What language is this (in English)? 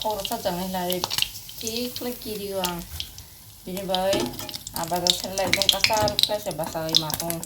Kok Borok